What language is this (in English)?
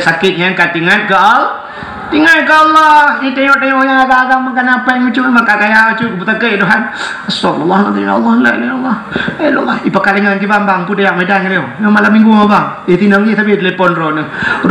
Achinese